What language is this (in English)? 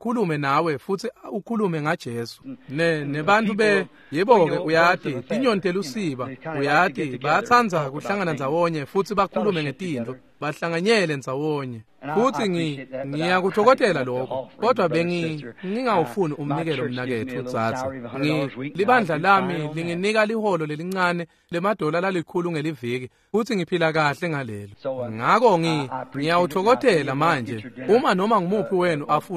Swati